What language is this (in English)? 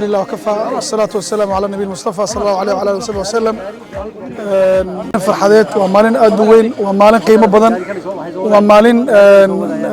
Somali